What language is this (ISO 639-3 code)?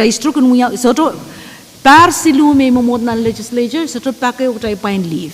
pon